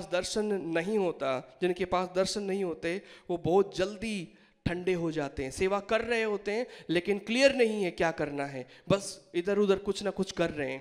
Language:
Hindi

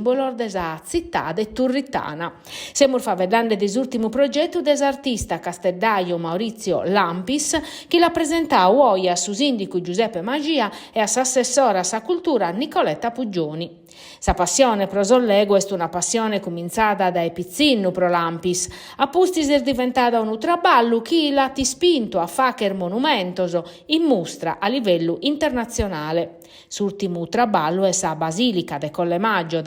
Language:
Sardinian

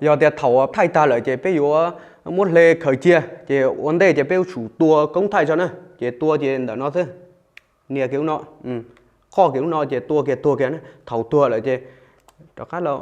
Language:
Hmong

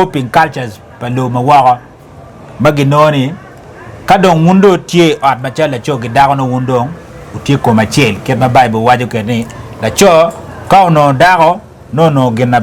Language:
Acoli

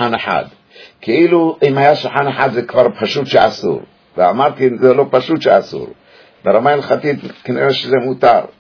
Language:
Hebrew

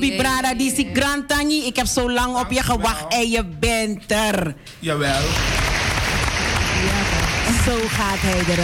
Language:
Dutch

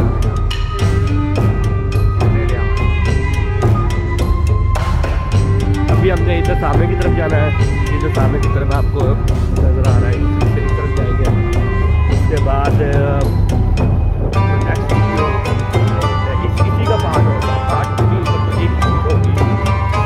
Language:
Hindi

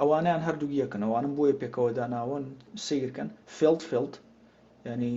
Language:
Central Kurdish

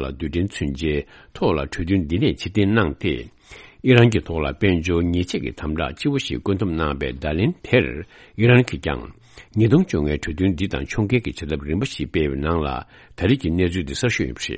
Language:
Tibetan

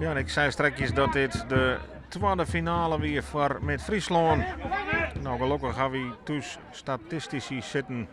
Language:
Western Frisian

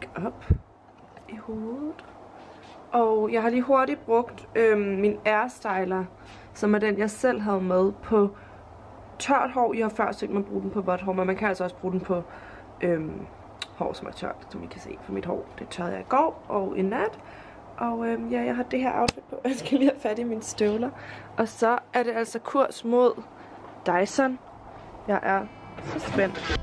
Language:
Danish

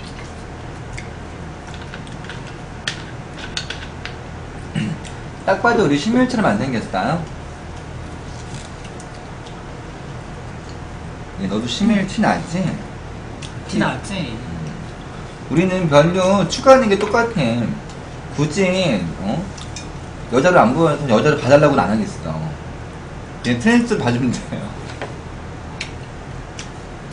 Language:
Korean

